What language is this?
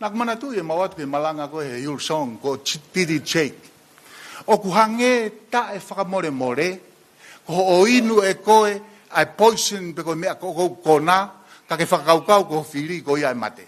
Tongan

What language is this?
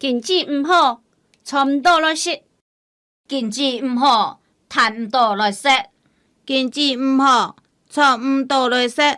Hakka Chinese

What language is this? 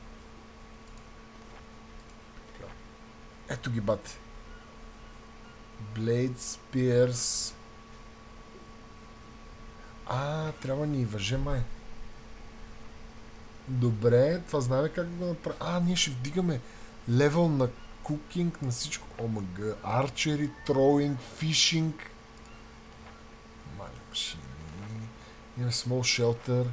Bulgarian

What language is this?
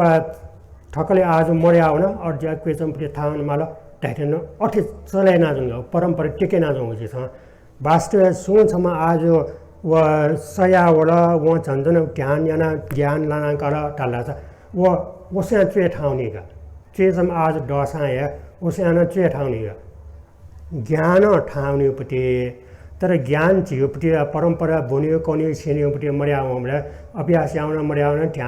Newari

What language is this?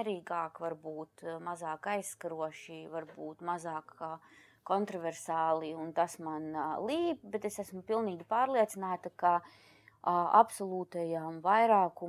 Latvian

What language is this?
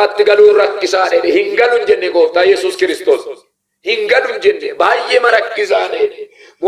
Oromo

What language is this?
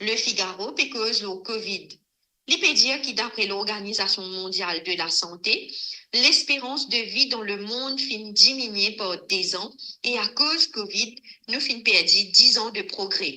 Morisyen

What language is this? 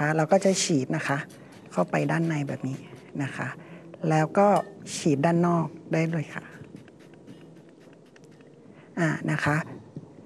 Thai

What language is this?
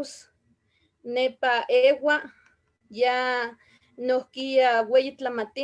Eastern Huasteca Nahuatl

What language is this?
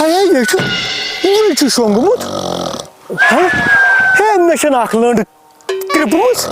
Kashmiri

